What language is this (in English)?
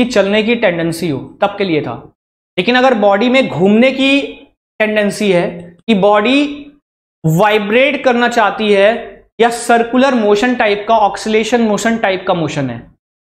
Hindi